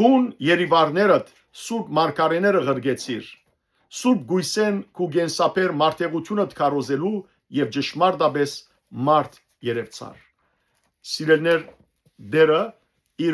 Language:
Western Armenian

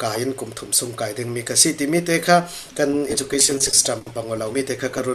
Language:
Falam Chin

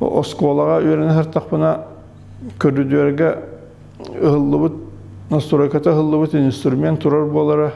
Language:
Yakut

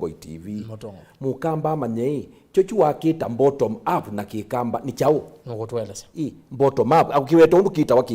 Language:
Kamba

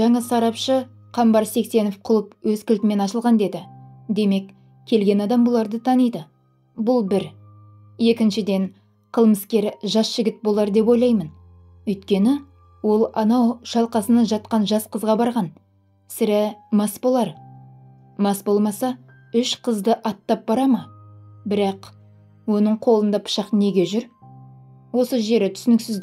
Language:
Kazakh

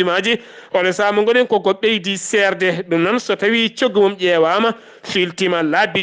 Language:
Fula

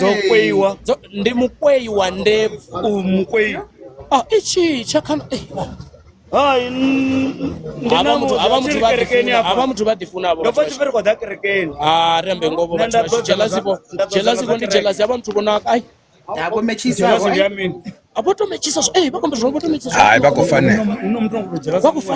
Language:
Venda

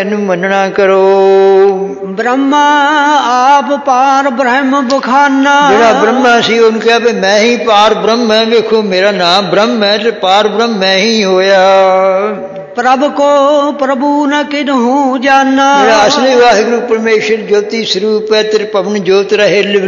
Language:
Punjabi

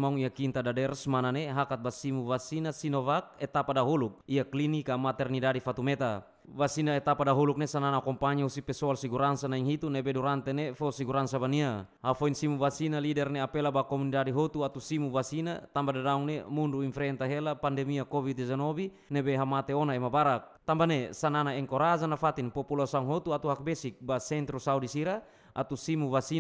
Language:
Tetum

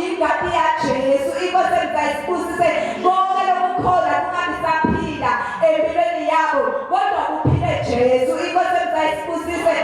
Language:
Zulu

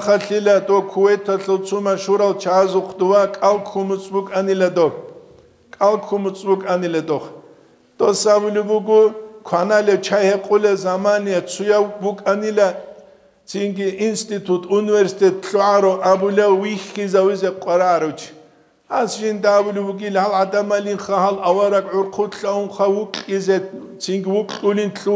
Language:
Avaric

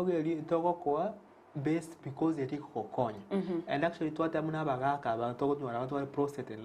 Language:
Gusii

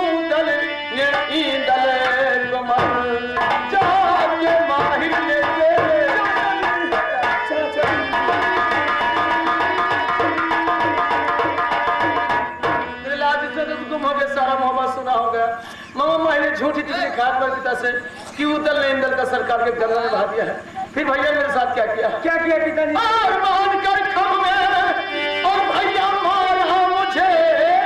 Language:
Hindi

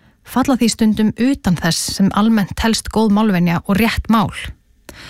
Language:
Icelandic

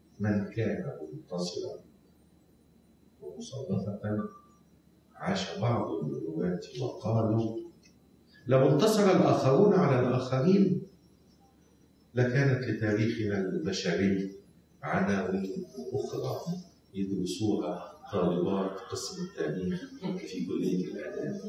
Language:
Arabic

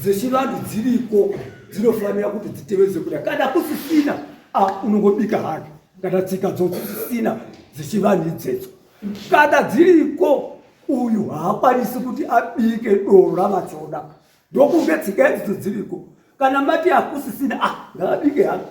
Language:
Shona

